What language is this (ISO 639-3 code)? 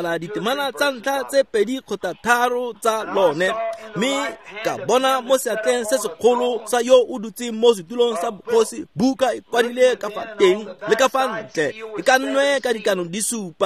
tsn